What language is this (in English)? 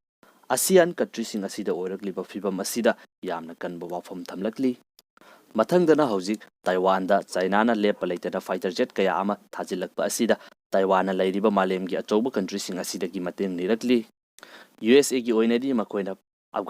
Manipuri